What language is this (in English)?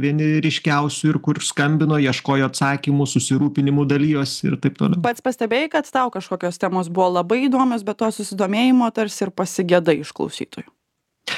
Lithuanian